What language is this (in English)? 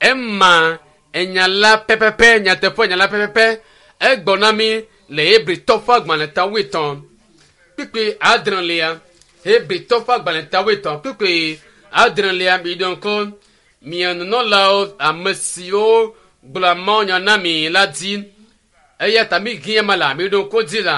Ewe